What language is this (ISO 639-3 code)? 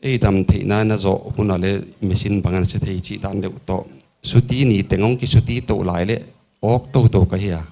pck